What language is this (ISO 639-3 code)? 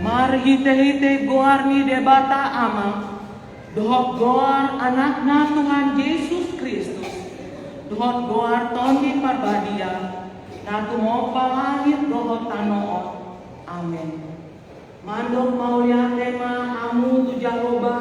bbc